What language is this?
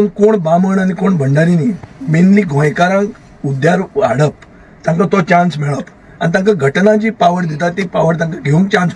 Konkani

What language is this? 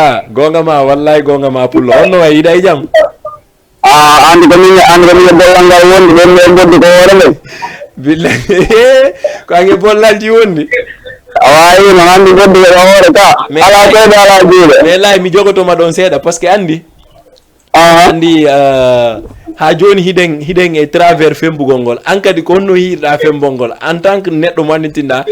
Fula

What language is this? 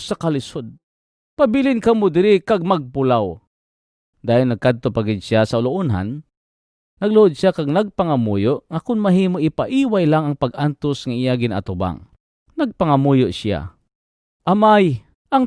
Hiligaynon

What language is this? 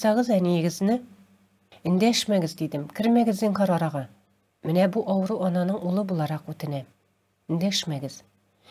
Tatar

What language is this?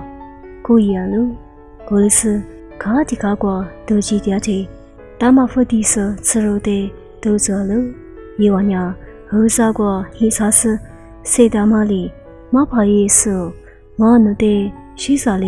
Lisu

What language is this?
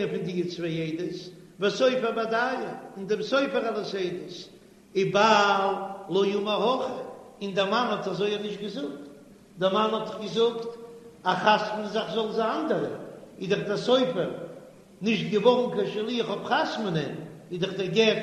Yiddish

